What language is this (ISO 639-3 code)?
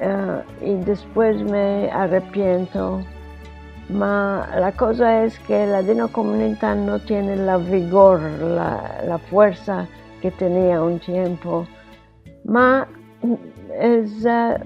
lad